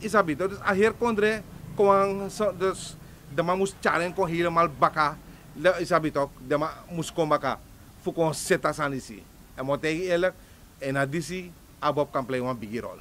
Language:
Sranan Tongo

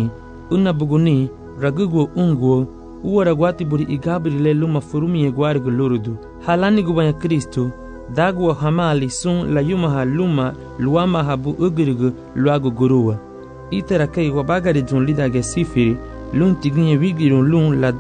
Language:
Garifuna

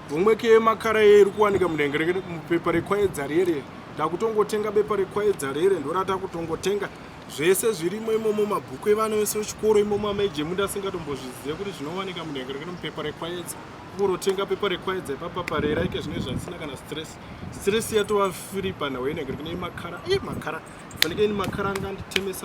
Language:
Shona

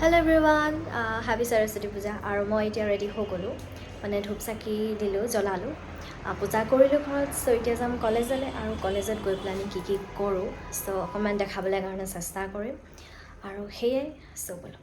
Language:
Assamese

